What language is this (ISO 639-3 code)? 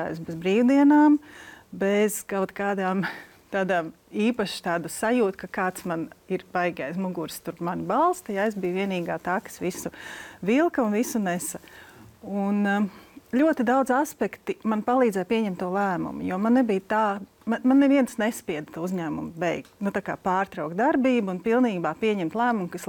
lav